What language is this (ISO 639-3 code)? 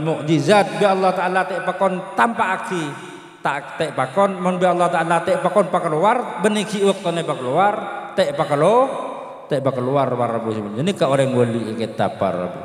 mad